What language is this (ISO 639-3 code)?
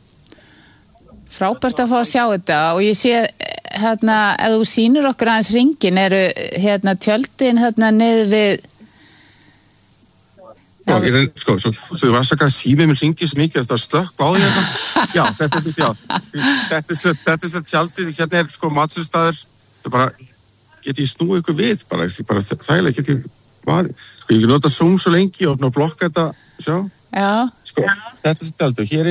isl